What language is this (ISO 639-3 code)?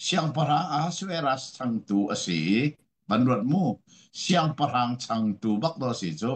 cnh